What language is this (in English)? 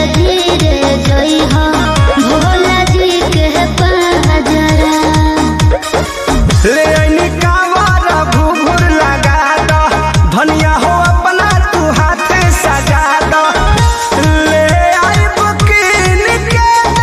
Bhojpuri